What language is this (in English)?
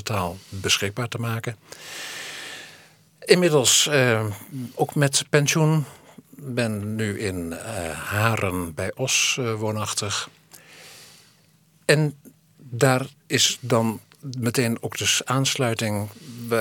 Dutch